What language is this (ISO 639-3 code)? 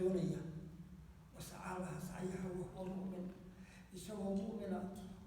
som